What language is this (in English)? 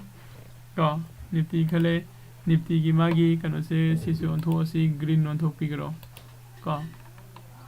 Manipuri